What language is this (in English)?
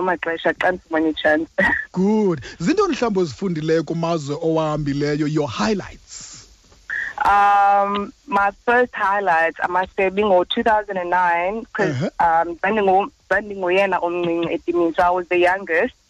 Xhosa